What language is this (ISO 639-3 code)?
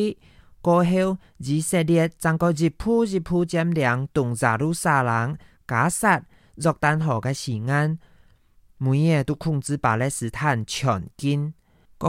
hak